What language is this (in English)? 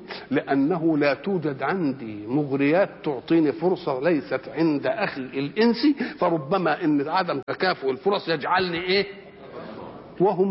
Arabic